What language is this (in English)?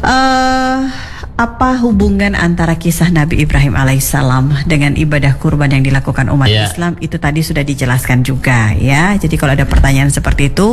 Indonesian